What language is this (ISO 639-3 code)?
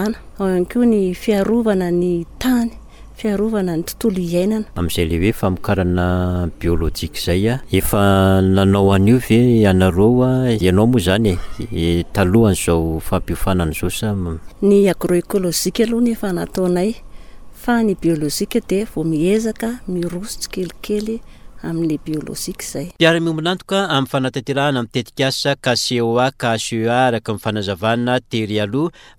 mlg